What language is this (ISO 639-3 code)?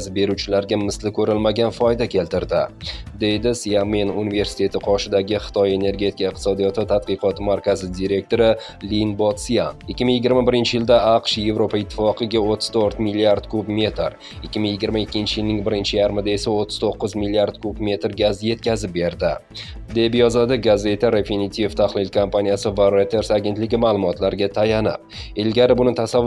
uzb